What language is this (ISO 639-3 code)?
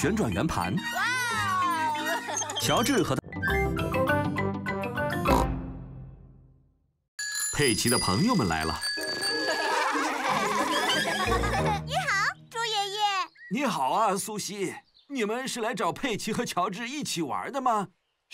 zho